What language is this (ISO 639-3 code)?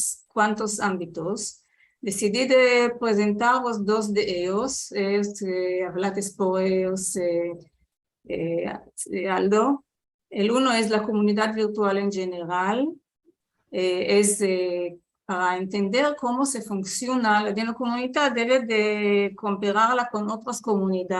lad